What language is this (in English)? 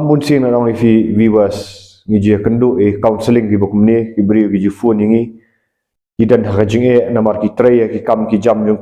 Khasi